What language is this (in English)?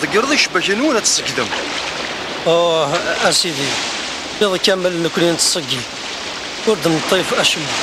Kabyle